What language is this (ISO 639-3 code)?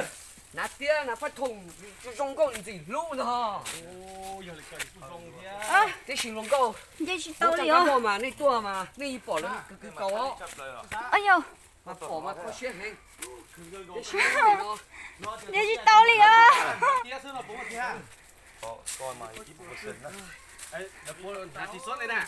vie